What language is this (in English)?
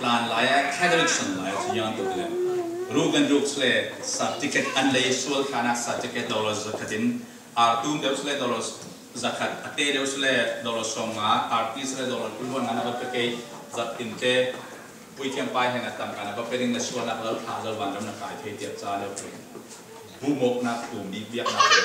Falam Chin